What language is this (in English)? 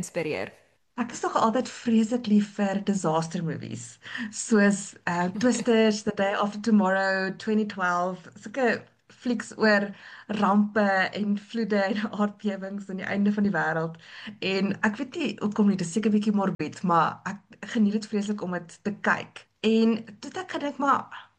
Afrikaans